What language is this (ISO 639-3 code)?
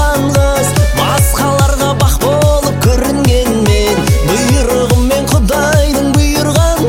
kaz